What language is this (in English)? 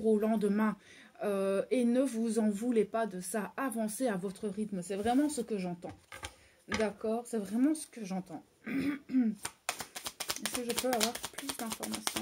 French